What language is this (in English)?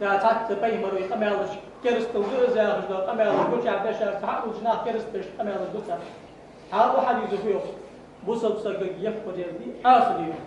Ingush